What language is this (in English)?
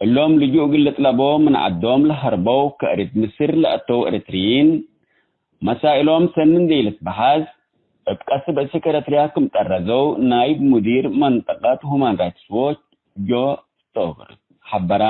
Tigre